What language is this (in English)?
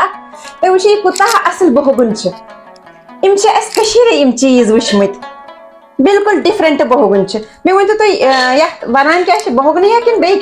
Kashmiri